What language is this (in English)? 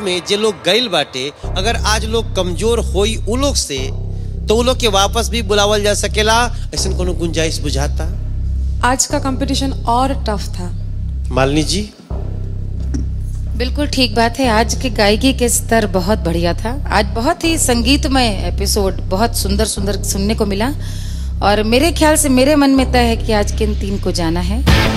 Bhojpuri